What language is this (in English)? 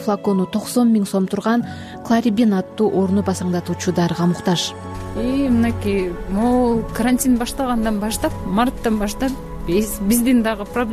Kyrgyz